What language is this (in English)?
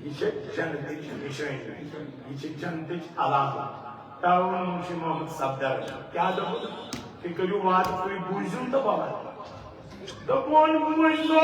Kashmiri